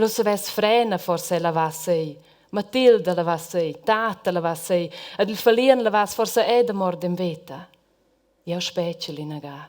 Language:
Romansh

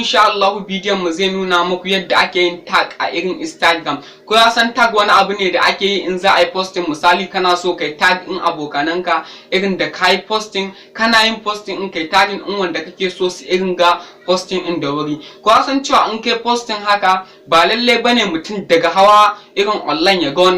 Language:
Hausa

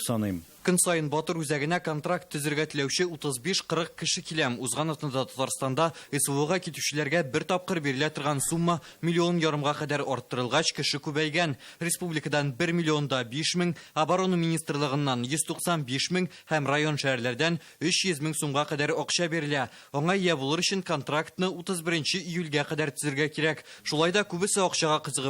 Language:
Tatar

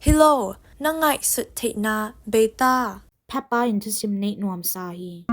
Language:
Tedim Chin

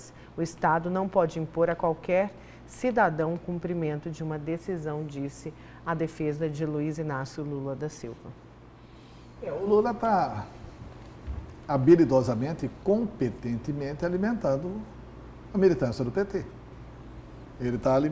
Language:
Portuguese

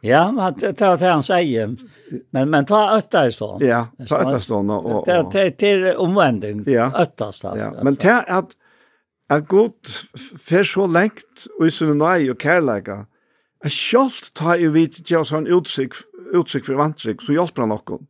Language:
Faroese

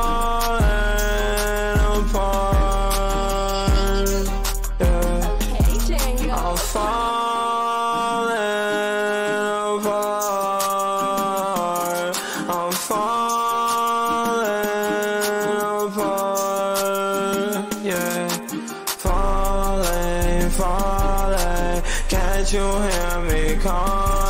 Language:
English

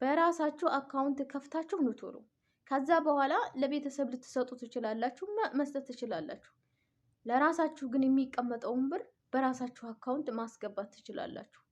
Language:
Amharic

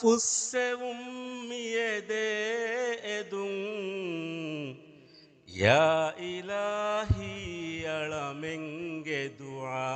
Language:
Divehi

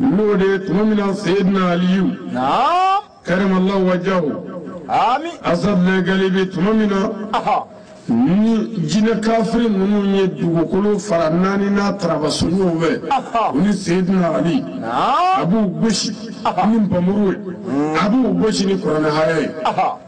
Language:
Bambara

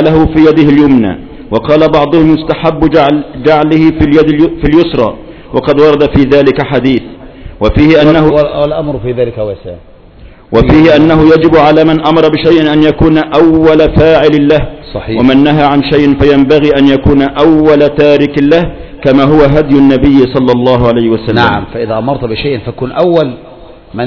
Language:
Arabic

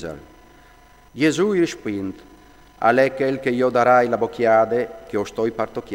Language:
Friulian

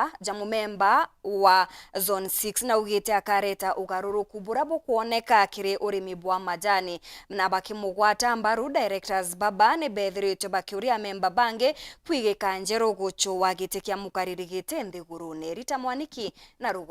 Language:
Meru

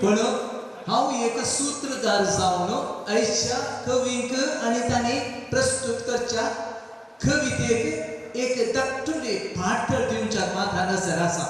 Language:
Konkani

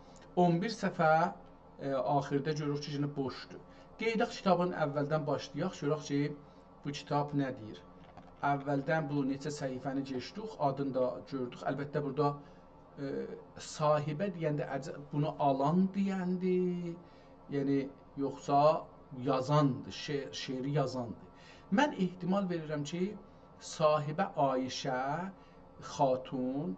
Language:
South Azerbaijani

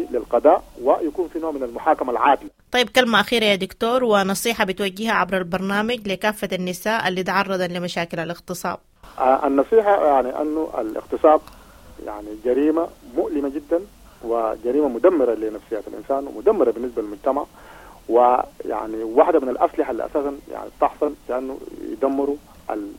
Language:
Sudanese Arabic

